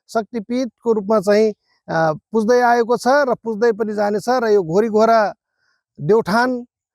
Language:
Nepali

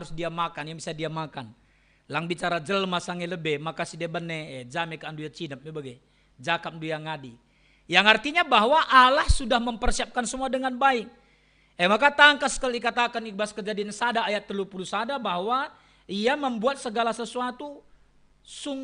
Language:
Batak Karo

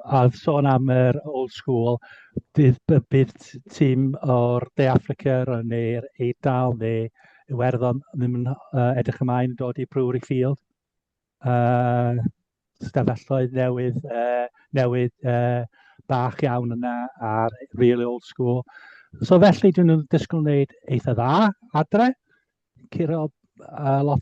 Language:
Welsh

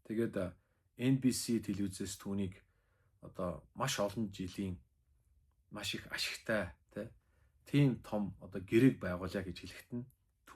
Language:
Mongolian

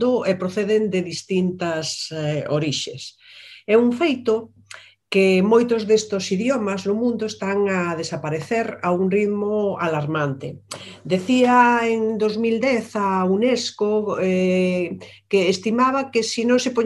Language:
Galician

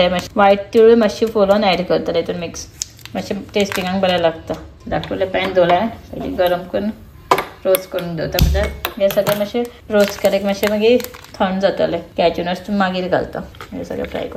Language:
Konkani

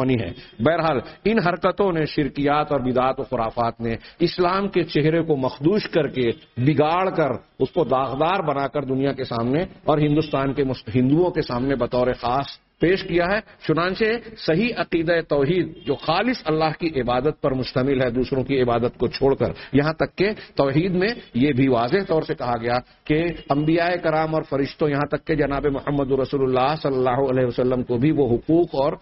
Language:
Urdu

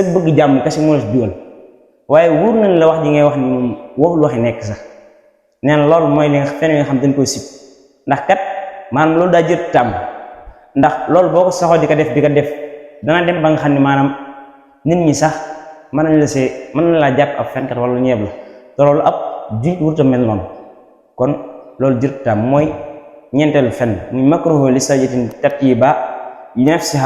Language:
Wolof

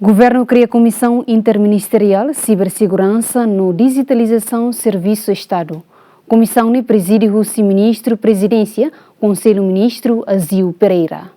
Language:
Tetum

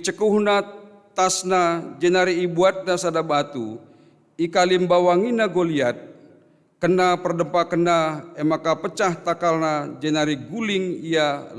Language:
Batak Karo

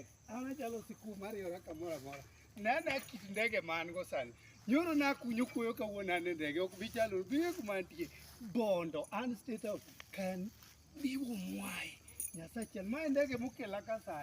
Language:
Luo (Kenya and Tanzania)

